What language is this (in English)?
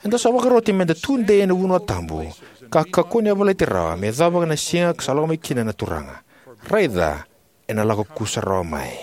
Fijian